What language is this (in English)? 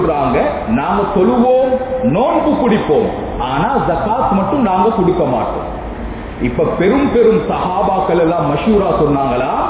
Tamil